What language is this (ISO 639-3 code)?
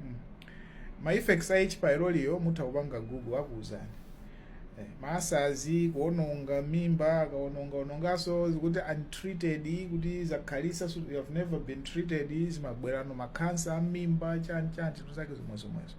nya